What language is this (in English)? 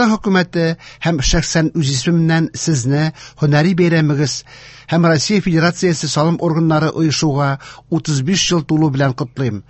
Tatar